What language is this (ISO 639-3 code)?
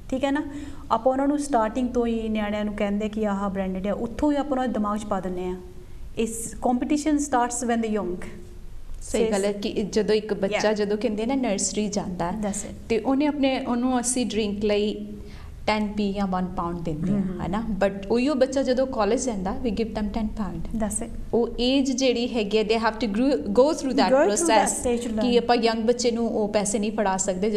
pan